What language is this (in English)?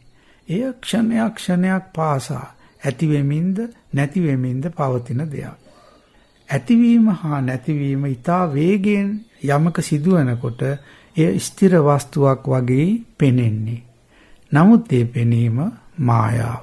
Sinhala